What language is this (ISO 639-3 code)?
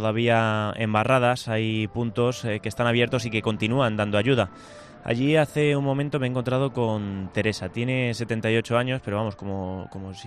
spa